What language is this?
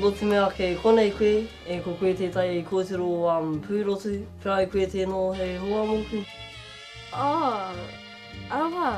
Māori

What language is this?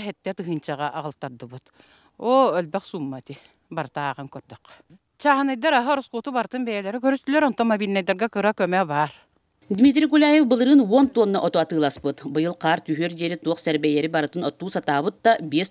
Yakut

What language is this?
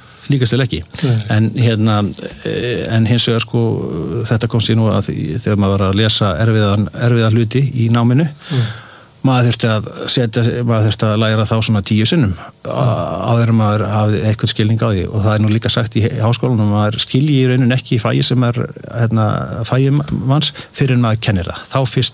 Icelandic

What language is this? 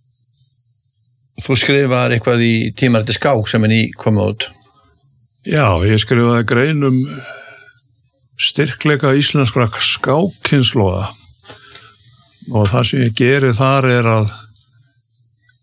Icelandic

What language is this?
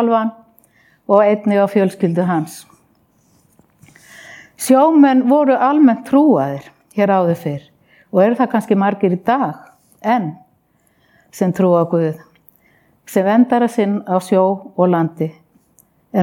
Icelandic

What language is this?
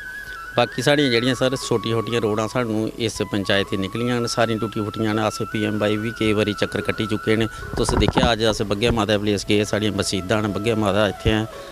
Dogri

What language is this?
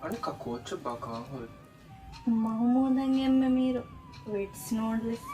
Divehi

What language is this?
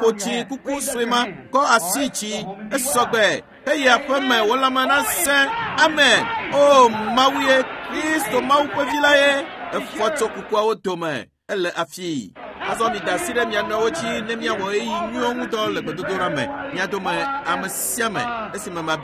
Ewe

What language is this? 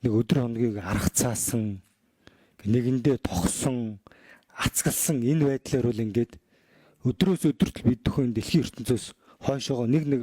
Mongolian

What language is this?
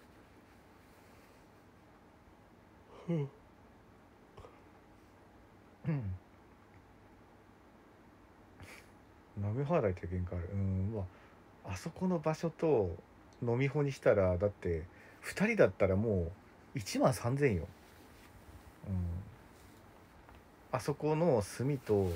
Japanese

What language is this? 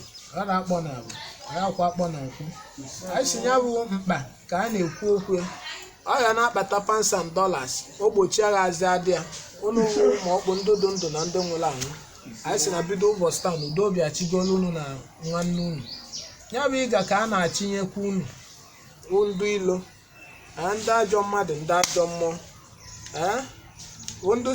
Igbo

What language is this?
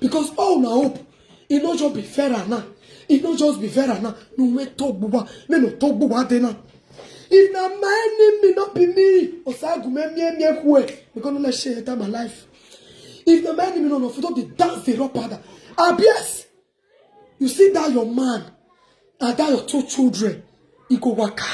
Nigerian Pidgin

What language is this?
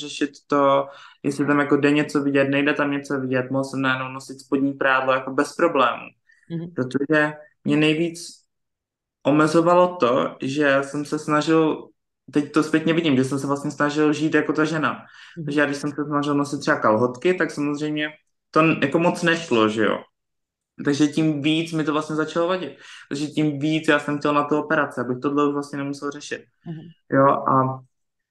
Czech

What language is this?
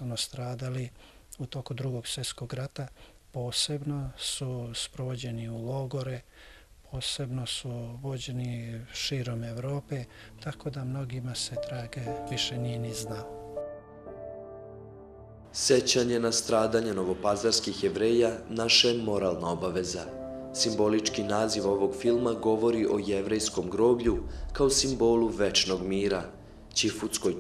Serbian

